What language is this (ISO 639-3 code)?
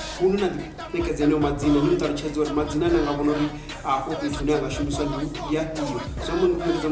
ven